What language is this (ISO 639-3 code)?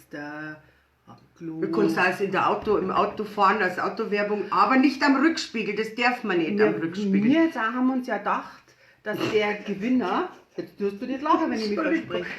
bar